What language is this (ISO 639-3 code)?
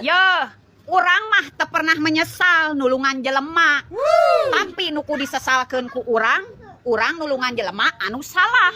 sun